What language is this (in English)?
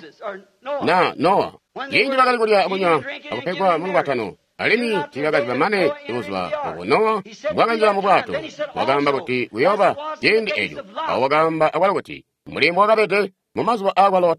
Tonga (Zambia)